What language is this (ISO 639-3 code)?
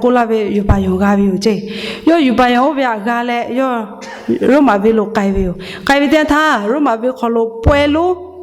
lhu